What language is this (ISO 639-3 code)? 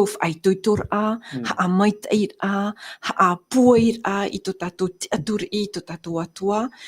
tah